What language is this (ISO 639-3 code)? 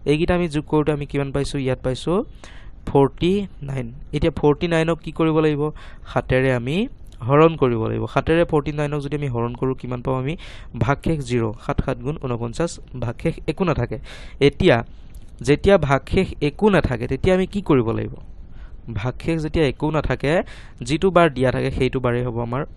asm